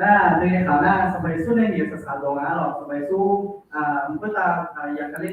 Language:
Akha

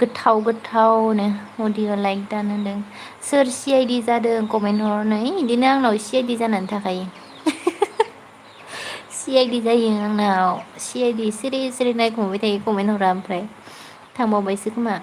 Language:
Bodo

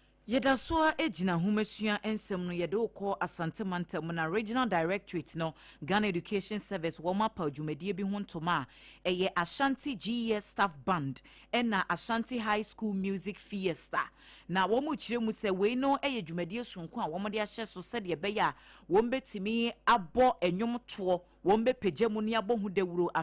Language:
Akan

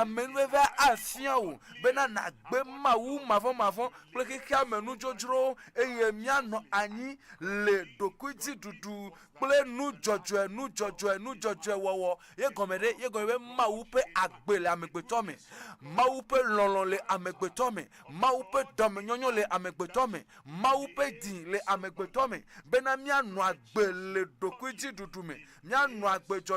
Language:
Ewe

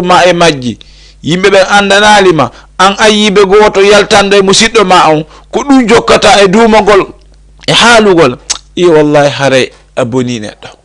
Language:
Fula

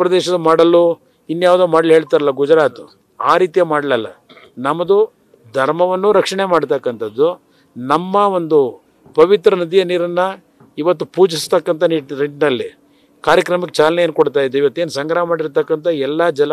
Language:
Kannada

